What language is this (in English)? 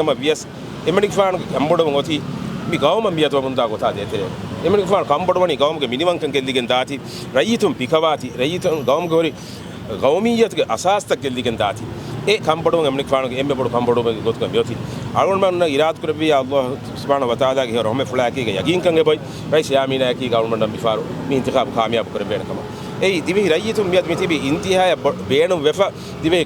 Divehi